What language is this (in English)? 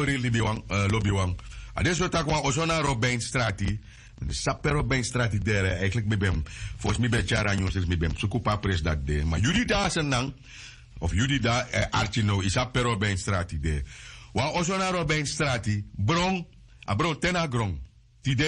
Sranan Tongo